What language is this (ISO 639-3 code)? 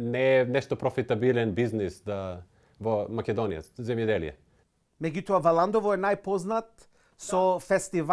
mkd